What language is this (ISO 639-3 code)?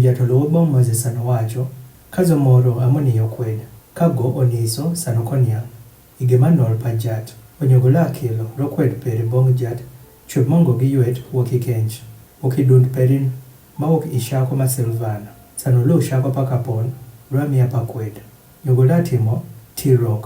adh